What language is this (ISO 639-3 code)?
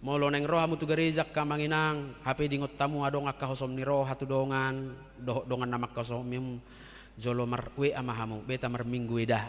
bbc